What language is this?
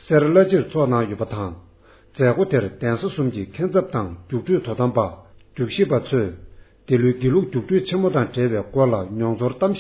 Tibetan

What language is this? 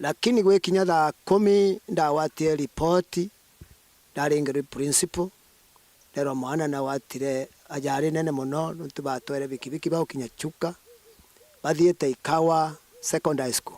Meru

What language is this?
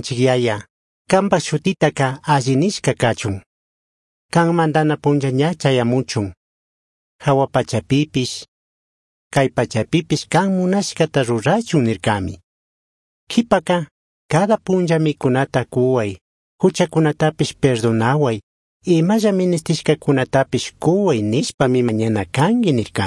Chimborazo Highland Quichua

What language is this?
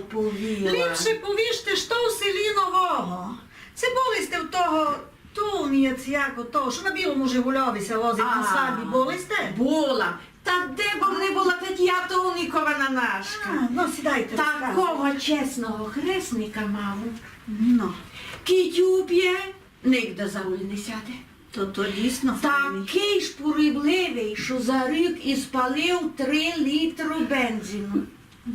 Rusyn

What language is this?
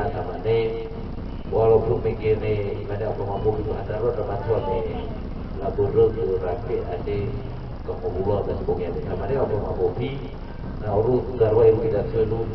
Nias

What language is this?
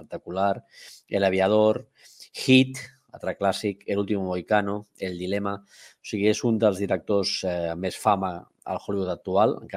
Catalan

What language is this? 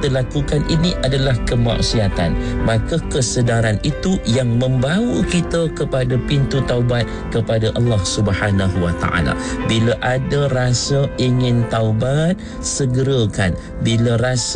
Malay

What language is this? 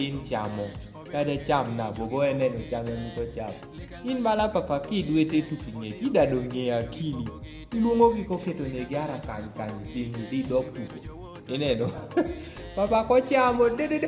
Kumam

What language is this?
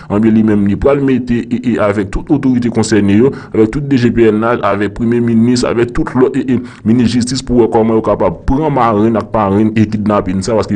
Haitian Creole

